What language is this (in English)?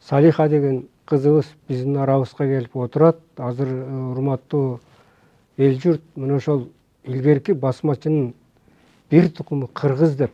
Kyrgyz